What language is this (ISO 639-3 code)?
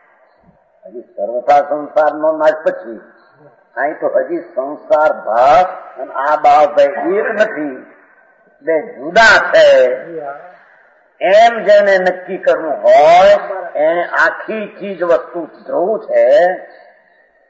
guj